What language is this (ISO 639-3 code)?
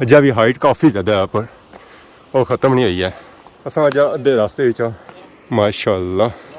phr